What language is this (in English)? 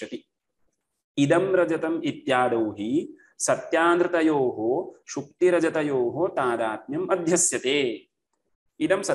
Sanskrit